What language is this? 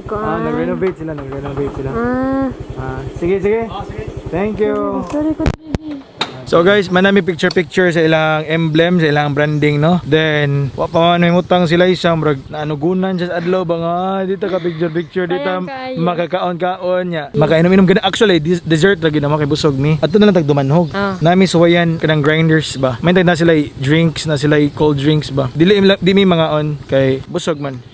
Cebuano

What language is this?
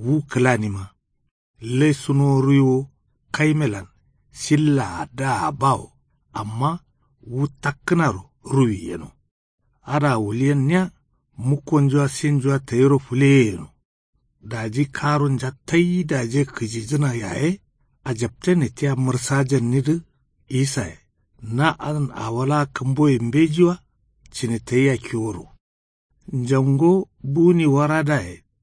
Kanuri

